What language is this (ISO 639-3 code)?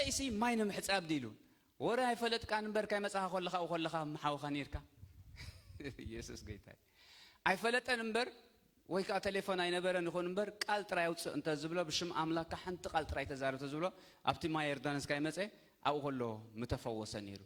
tir